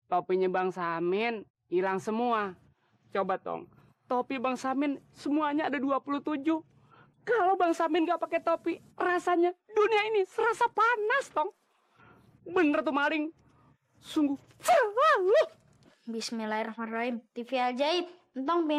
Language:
Betawi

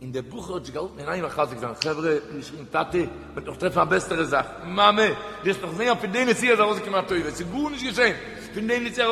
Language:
Yiddish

